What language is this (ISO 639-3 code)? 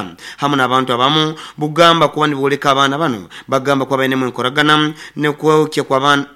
nyo